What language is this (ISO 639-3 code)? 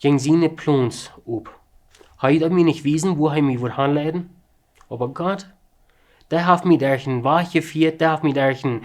pdt